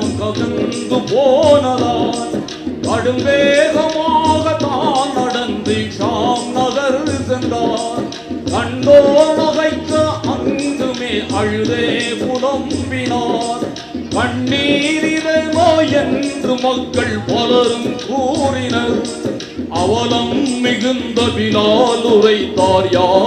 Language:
Tamil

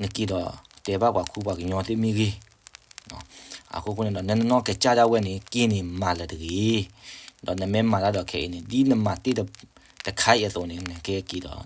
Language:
S'gaw Karen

